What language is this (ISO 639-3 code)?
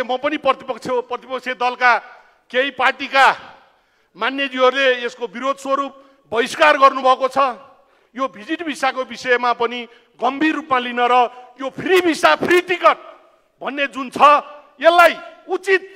nep